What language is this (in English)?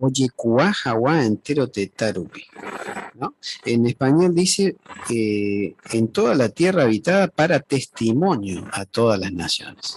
Guarani